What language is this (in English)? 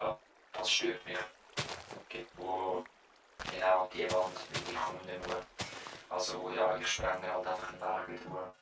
Swiss German